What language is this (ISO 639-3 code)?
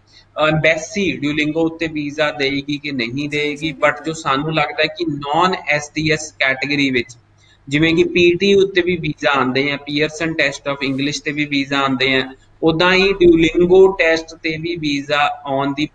pan